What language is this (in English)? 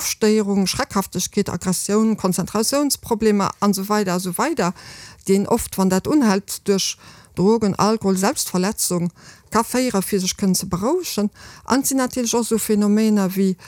Luxembourgish